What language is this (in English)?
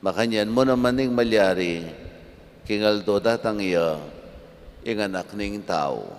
Pampanga